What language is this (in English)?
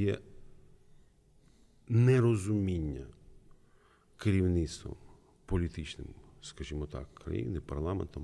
Ukrainian